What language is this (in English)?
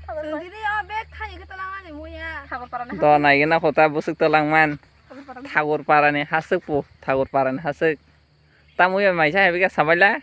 Kok Borok